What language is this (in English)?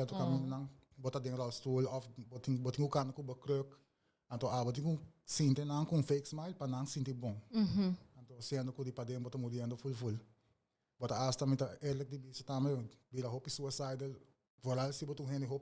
Papiamento